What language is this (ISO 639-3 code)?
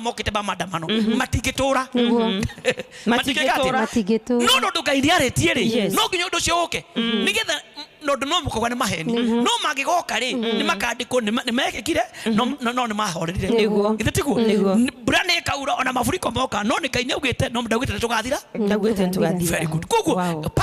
kik